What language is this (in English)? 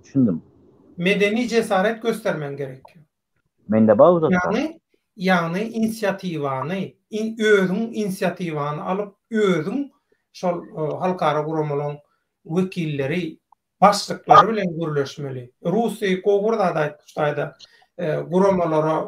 Turkmen